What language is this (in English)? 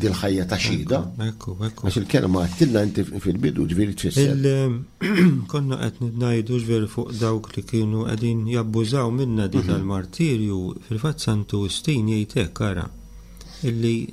Maltese